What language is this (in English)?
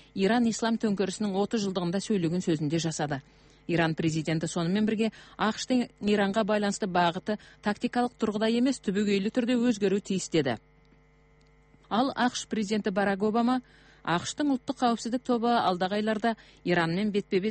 Kazakh